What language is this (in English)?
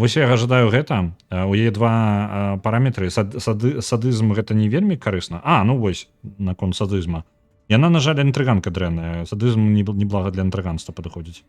Belarusian